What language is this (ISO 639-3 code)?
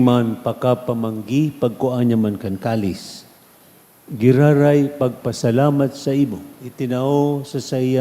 bik